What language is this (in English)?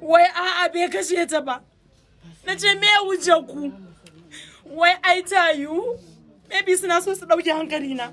Hausa